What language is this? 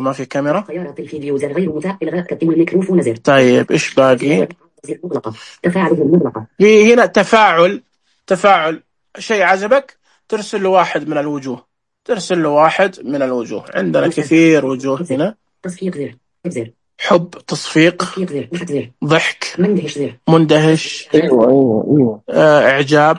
Najdi Arabic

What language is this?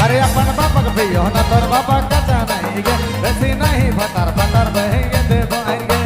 Sadri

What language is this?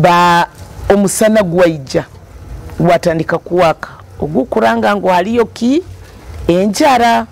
Nyoro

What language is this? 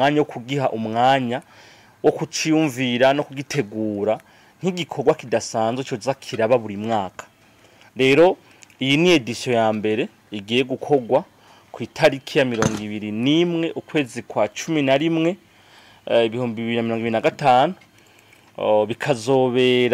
Rundi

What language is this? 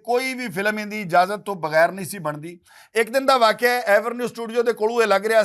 Western Panjabi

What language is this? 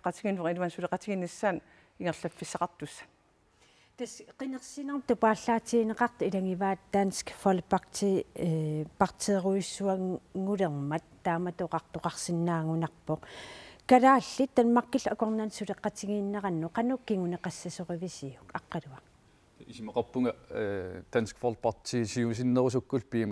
Kalaallisut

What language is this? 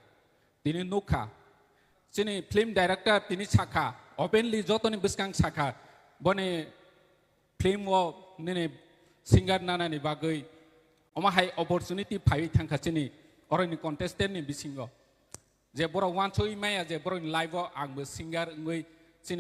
Kok Borok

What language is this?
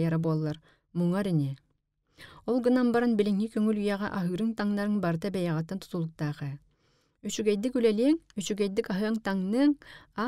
Yakut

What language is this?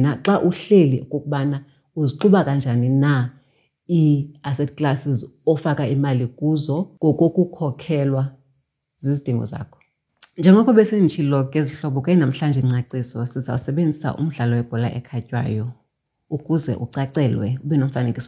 Xhosa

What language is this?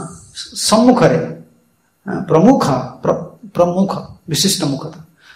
Odia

